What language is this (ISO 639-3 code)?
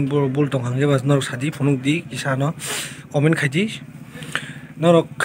trp